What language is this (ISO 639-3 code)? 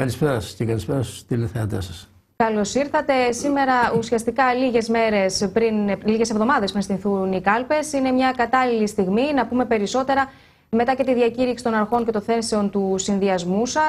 ell